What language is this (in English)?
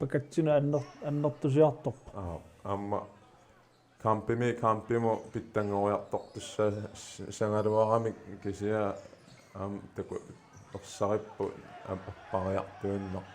Kalaallisut